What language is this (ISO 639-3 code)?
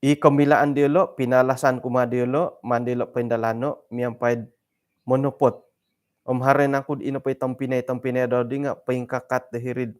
dtp